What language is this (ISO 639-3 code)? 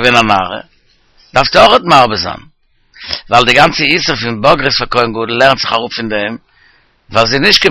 yid